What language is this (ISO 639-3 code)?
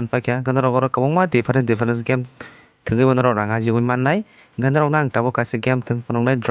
trp